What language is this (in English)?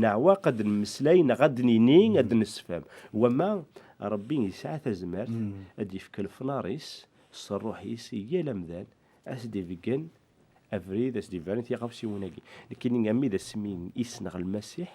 Kabyle